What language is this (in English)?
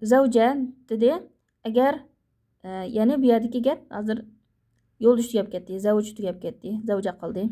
Uyghur